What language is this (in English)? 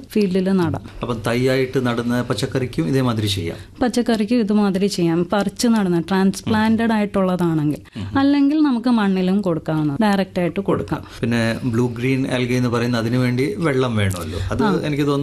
Malayalam